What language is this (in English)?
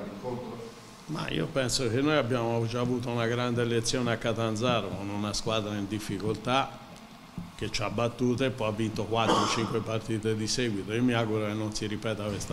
Italian